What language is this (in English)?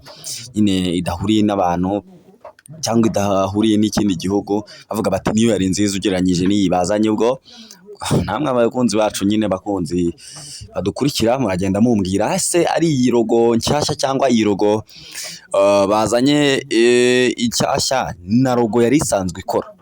Kinyarwanda